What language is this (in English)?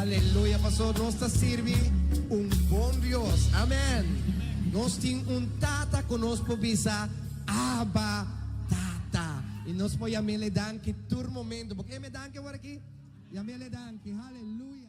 Papiamento